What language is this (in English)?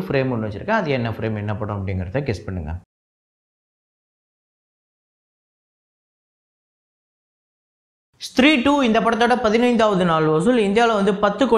Tamil